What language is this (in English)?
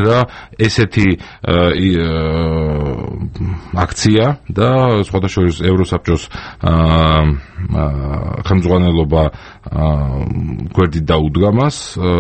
Georgian